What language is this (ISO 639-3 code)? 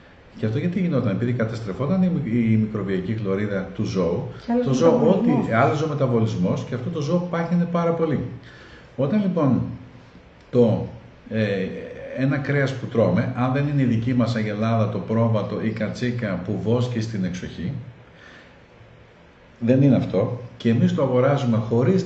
ell